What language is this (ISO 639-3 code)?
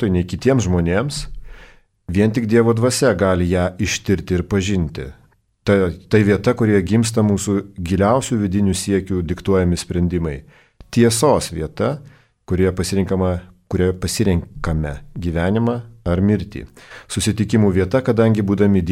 lit